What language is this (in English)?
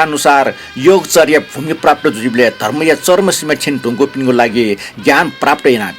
Newari